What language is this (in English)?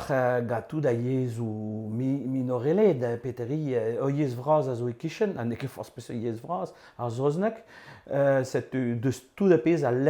Breton